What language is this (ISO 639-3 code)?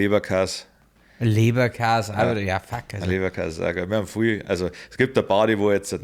bar